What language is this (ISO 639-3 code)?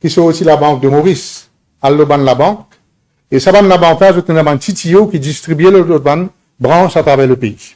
mfe